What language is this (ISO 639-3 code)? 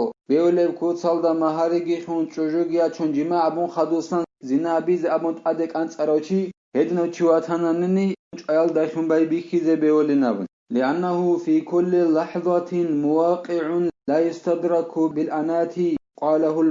ava